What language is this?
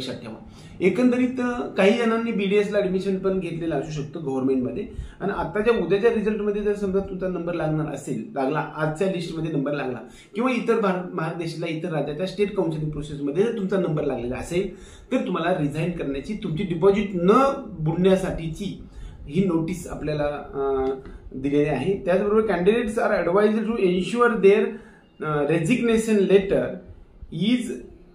Marathi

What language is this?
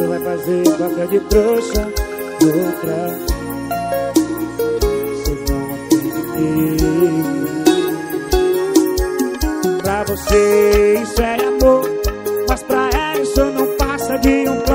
Portuguese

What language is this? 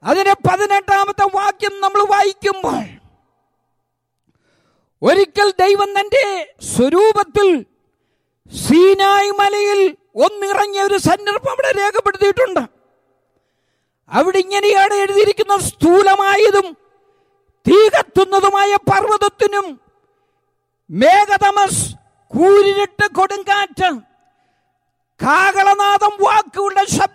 Malayalam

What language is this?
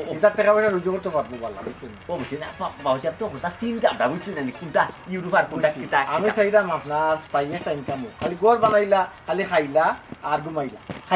Sylheti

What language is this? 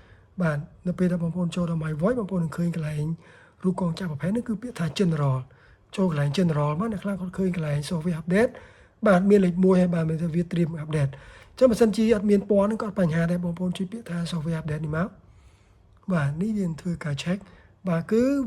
Khmer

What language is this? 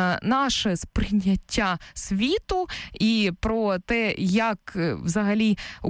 Ukrainian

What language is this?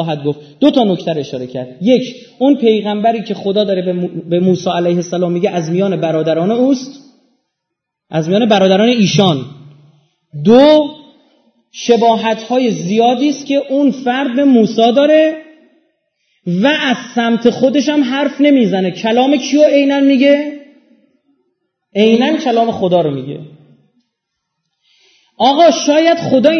Persian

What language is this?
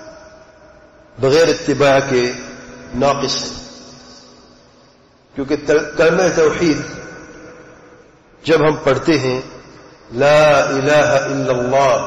Urdu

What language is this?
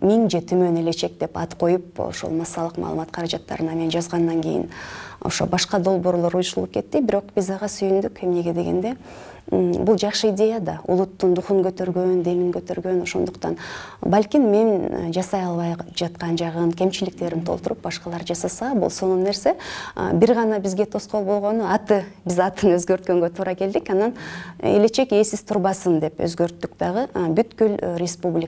Kyrgyz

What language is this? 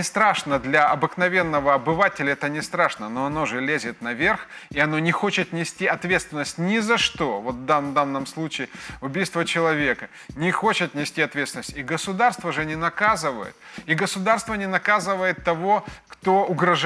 Russian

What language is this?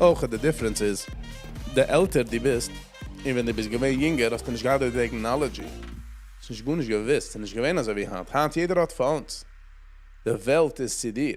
Yiddish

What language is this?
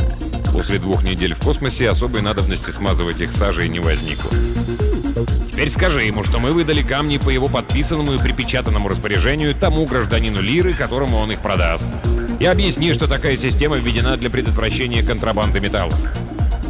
Russian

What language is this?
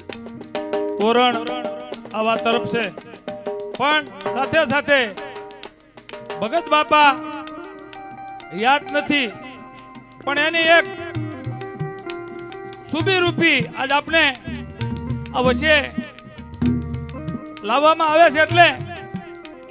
Gujarati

